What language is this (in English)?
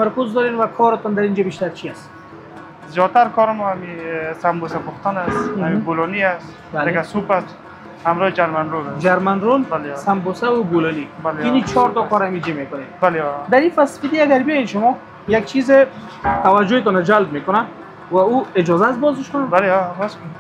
Persian